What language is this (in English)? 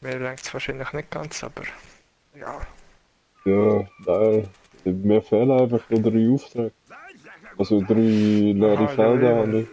Swiss German